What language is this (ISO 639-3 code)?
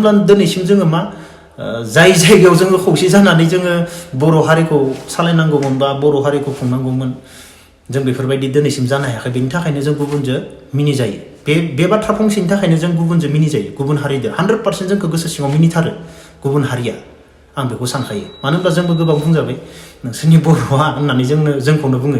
brx